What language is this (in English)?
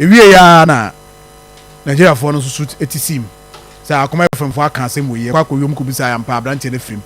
Akan